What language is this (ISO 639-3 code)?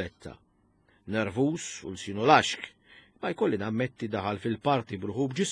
mlt